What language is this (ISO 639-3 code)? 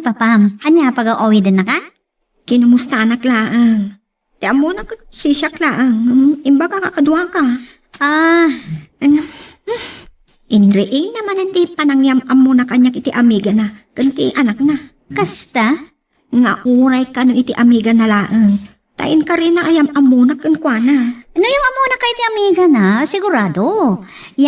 ilo